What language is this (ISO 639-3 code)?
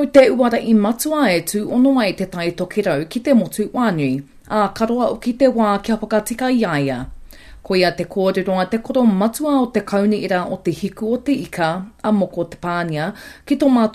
mri